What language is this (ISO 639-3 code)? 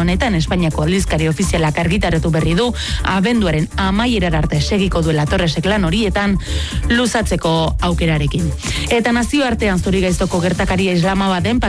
eus